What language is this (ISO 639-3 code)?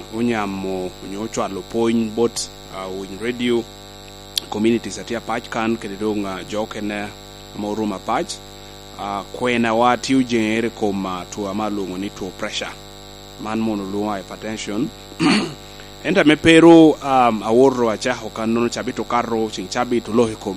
laj